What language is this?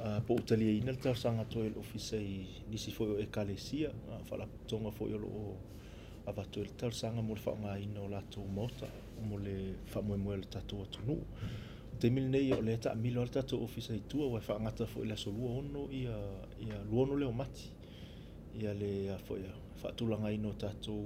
Samoan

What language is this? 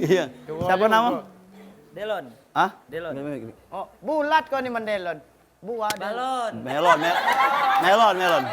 Musi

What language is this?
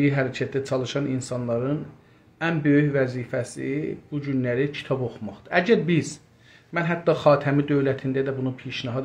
South Azerbaijani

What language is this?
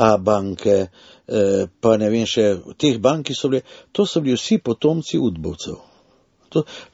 Slovenian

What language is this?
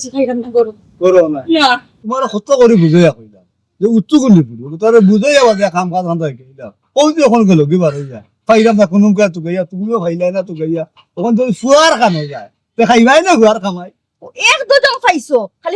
Sylheti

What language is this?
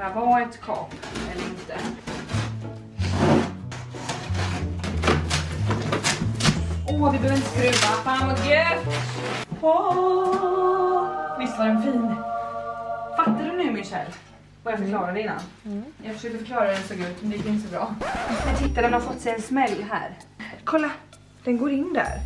Swedish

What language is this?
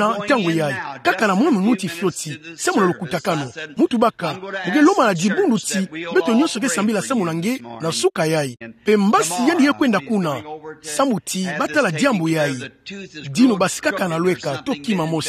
Kituba (Democratic Republic of Congo)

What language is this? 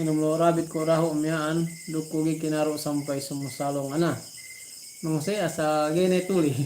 Yakan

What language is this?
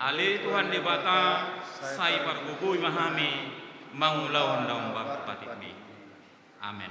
Batak Toba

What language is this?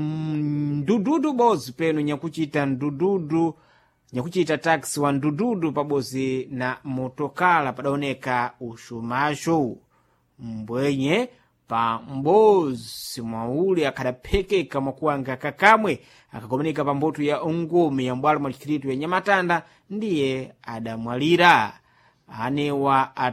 Sena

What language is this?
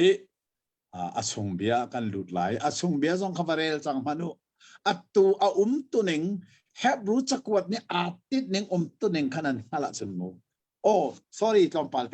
Hakha Chin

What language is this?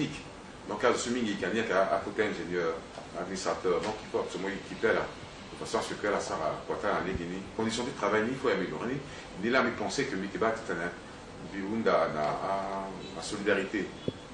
Sango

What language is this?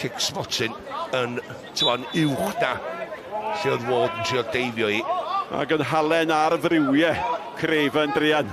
Welsh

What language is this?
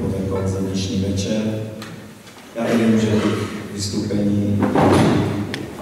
Slovak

